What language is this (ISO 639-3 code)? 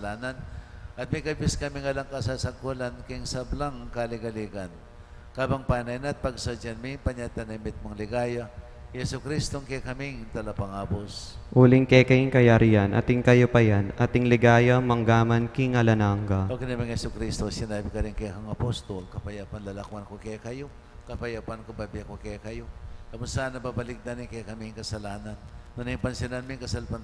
pam